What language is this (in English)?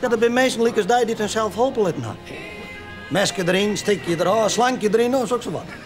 Western Frisian